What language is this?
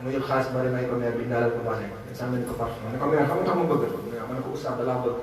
Wolof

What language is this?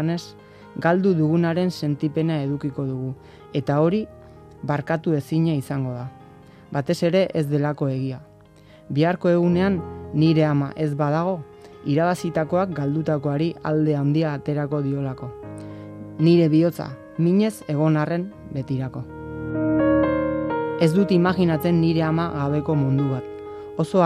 Basque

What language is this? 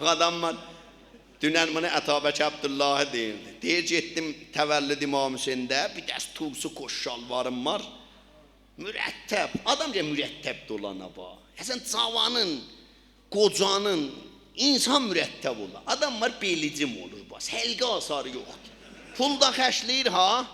South Azerbaijani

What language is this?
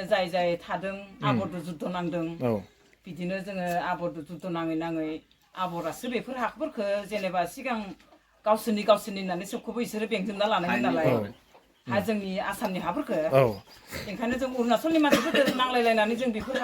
Bodo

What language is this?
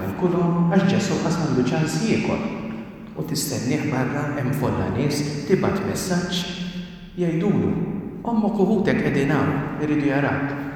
Maltese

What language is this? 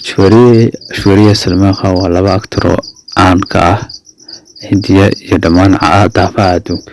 Somali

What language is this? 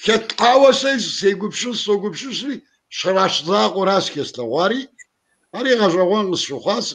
Kabardian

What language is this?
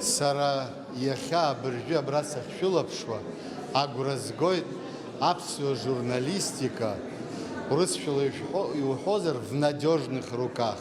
Abkhazian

